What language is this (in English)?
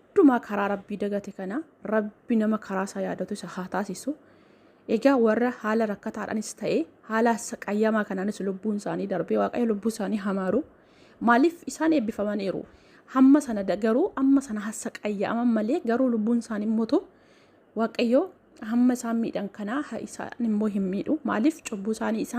Oromo